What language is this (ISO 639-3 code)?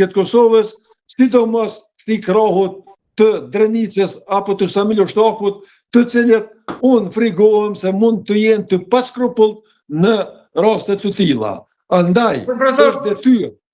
sqi